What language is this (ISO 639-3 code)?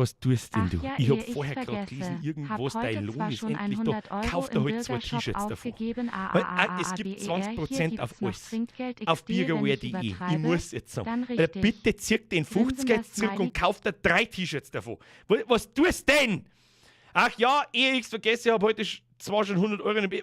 bar